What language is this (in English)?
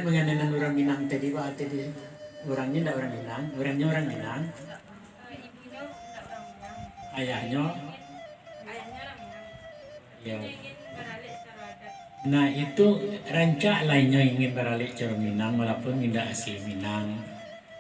Minangkabau